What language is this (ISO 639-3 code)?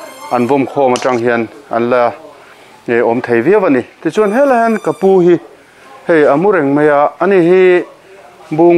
lus